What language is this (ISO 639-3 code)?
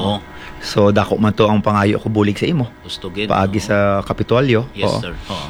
hil